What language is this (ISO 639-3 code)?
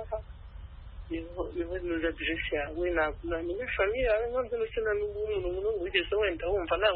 kin